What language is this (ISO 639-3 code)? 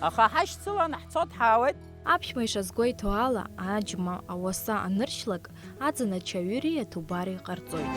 abk